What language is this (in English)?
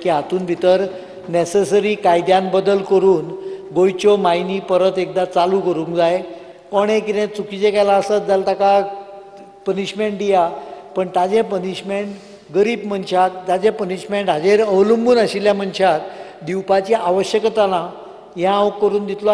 Konkani